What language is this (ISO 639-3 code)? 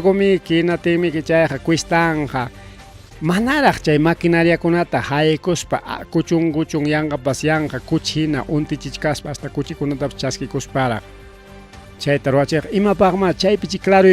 quy